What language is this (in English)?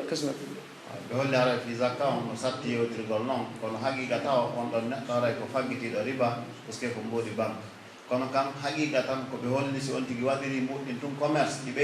Pular